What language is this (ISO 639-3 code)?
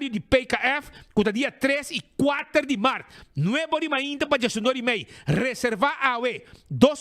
pap